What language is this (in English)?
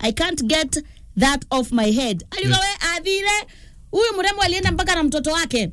Meru